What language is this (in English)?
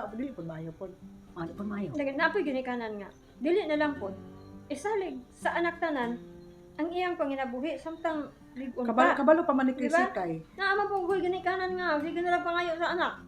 Cebuano